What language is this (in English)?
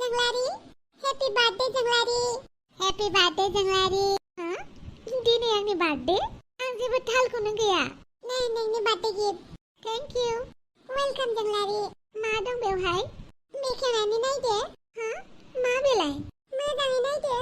Bodo